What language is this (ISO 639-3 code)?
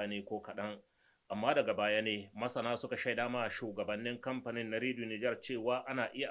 hau